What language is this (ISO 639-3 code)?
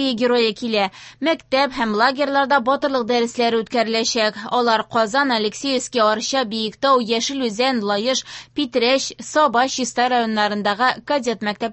tat